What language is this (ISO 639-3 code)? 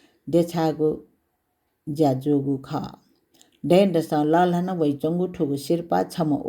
new